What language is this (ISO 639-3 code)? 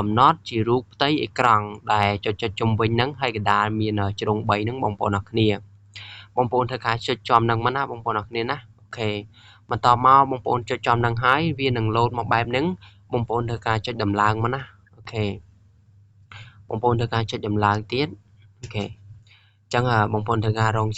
khm